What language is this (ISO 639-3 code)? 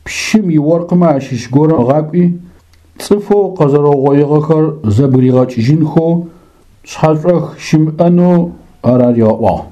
ady